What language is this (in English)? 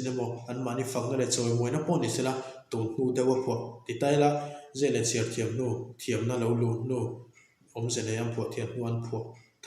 Mizo